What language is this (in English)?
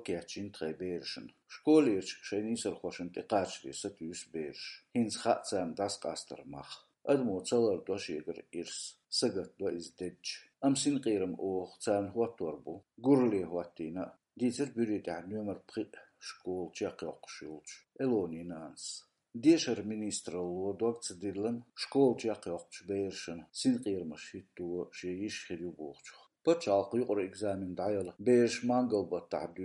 Chechen